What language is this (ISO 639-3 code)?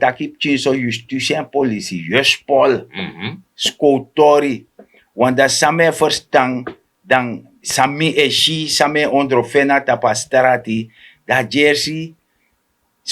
srn